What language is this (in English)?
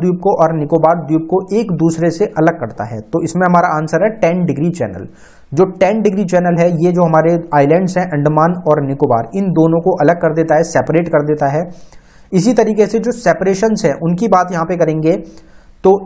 Hindi